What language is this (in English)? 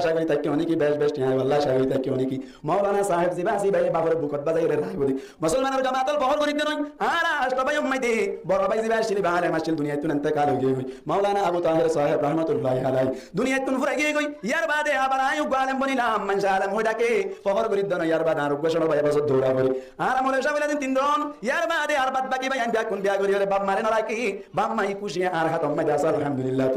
Rohingya